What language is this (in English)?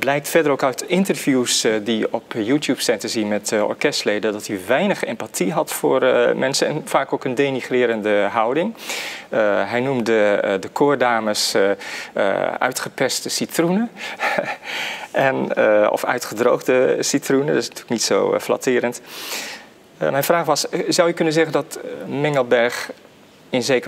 Dutch